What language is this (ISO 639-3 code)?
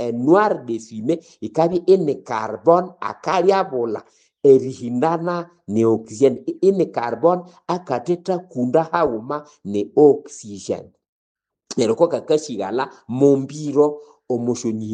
nnb